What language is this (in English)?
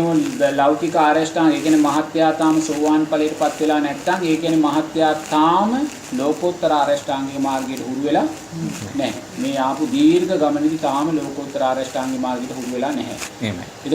Sinhala